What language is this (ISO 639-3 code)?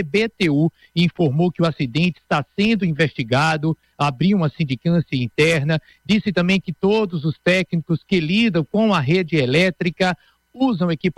por